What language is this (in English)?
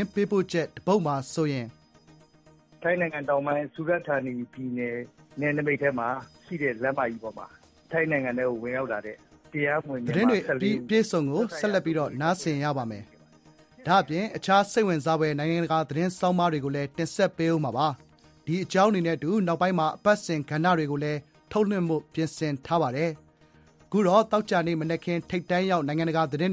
Burmese